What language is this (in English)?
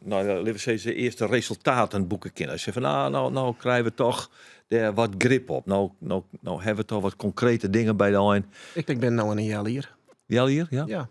Western Frisian